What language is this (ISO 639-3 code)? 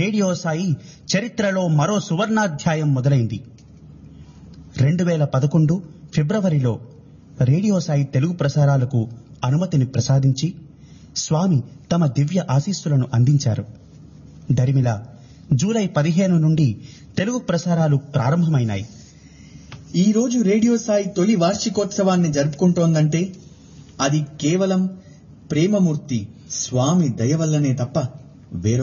tel